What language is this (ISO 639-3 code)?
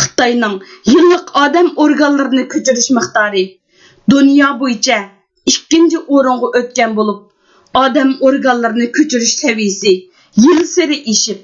uig